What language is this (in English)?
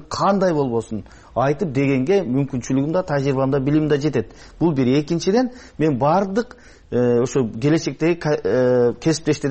Kyrgyz